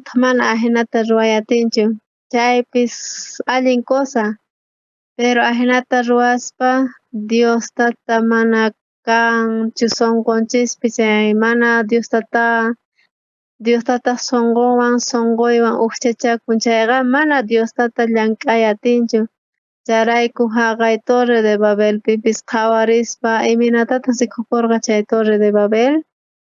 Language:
South Bolivian Quechua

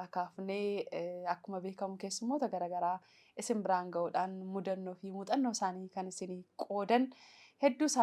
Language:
Oromo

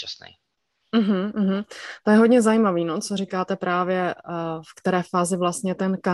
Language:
Czech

